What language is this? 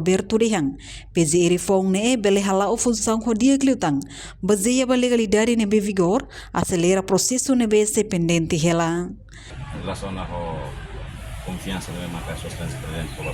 Tetum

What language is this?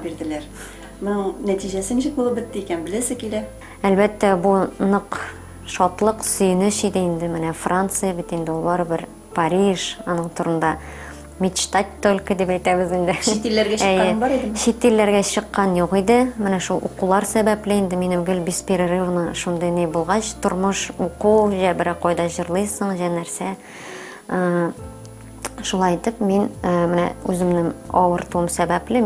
Tatar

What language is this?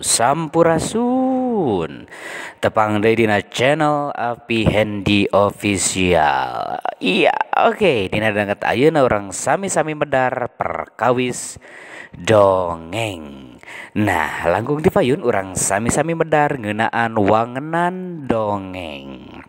Sundanese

